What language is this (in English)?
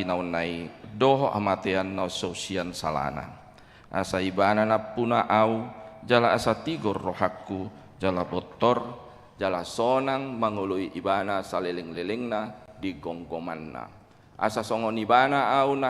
Batak Toba